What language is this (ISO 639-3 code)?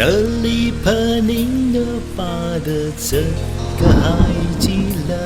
nmf